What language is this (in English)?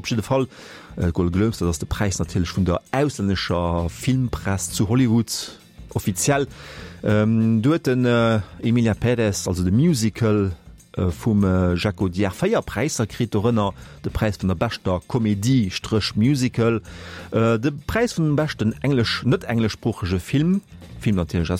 Luxembourgish